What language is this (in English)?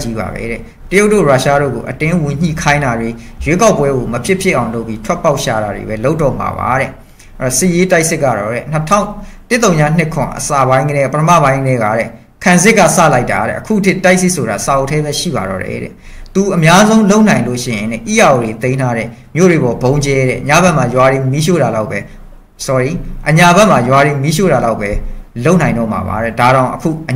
Burmese